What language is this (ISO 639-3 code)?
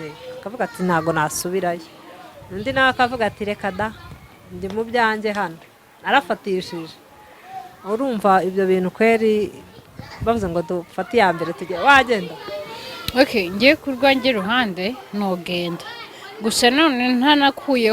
kin